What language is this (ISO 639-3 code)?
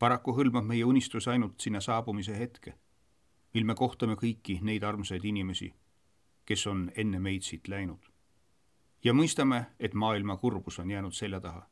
est